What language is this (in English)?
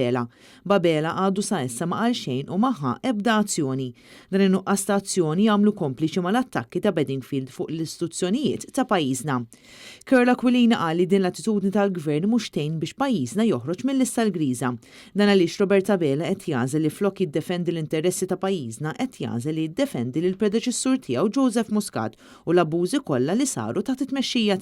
Maltese